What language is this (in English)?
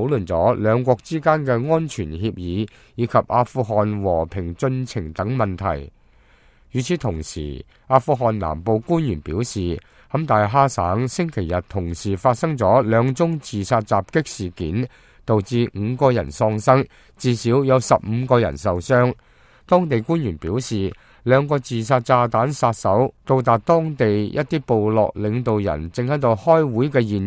Cantonese